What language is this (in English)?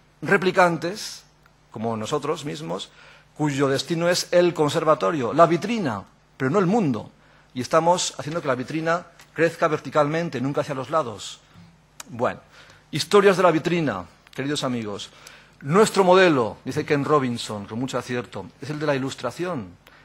Spanish